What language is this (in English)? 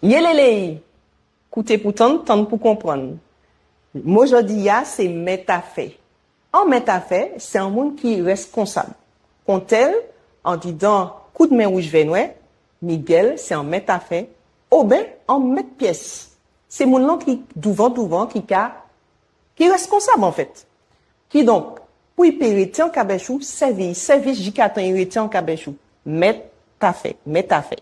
Guadeloupean Creole French